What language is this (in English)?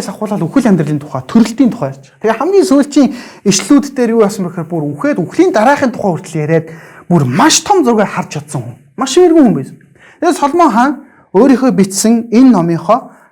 Mongolian